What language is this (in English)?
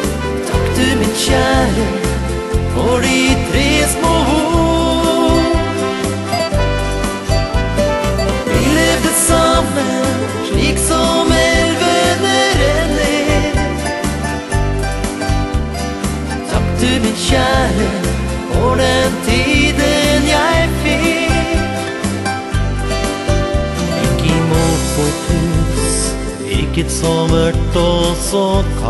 Norwegian